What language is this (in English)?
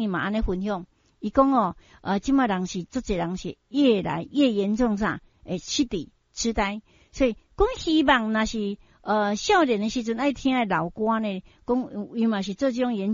Min Nan Chinese